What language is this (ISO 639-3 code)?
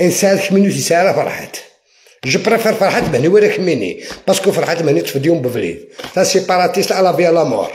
arq